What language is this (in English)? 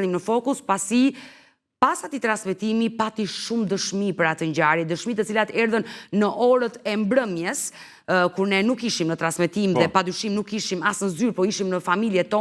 Albanian